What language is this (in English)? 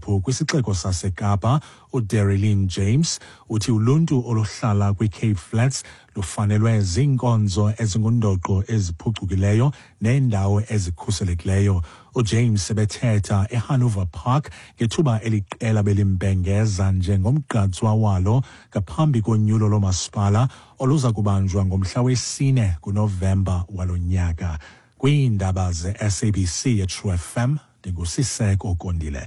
Xhosa